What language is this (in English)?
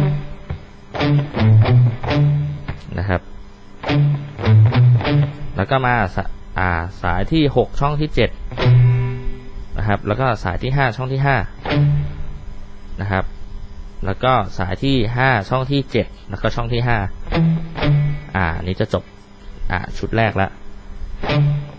Thai